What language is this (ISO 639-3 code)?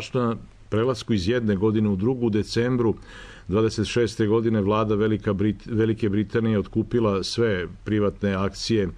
srp